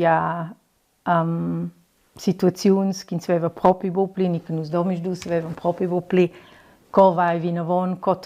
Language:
Romansh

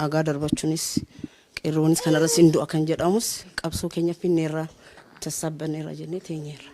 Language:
Oromo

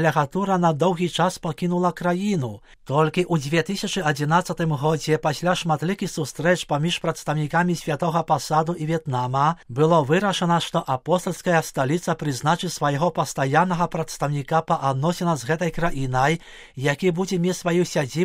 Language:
Belarusian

